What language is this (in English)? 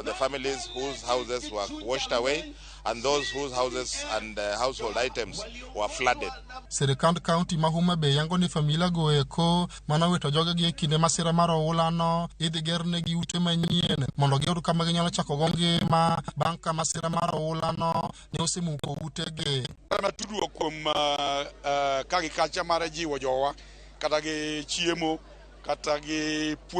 Luo (Kenya and Tanzania)